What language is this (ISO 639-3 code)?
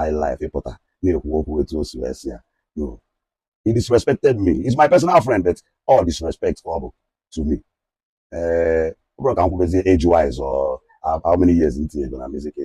ibo